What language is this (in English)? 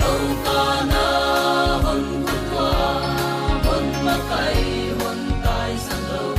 Paite Chin